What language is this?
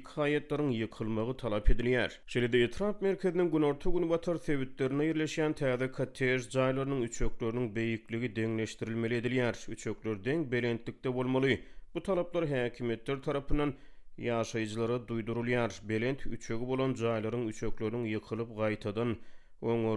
Turkmen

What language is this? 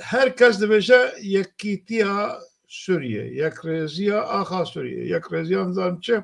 Kurdish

